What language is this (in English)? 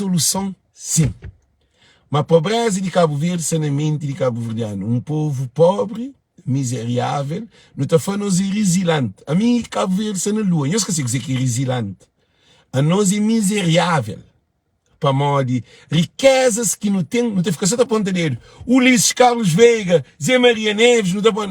Kabuverdianu